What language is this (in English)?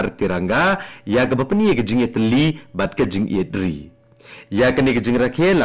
Khasi